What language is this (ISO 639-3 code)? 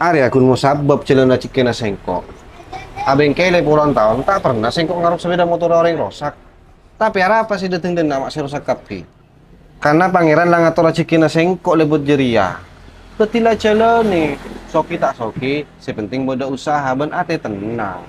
mad